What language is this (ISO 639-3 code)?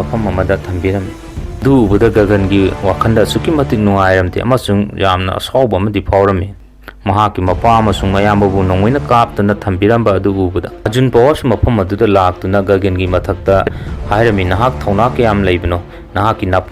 mni